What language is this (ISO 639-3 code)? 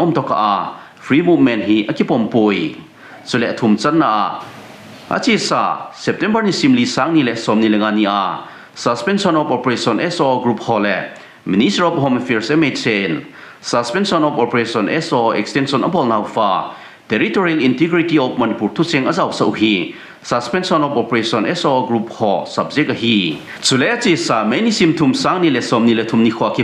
tcz